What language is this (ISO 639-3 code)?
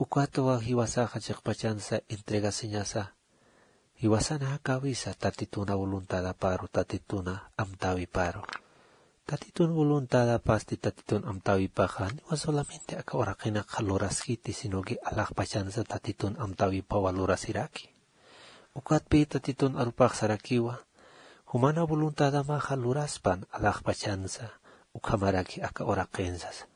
aym